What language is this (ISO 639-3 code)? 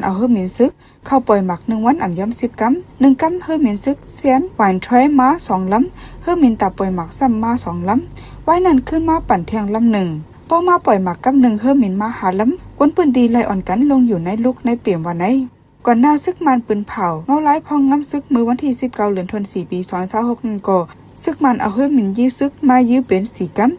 shn